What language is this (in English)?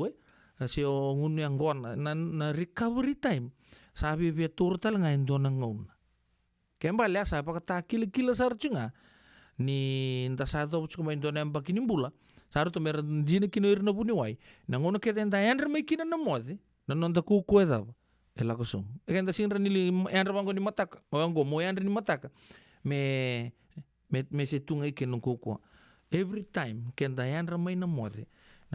Fijian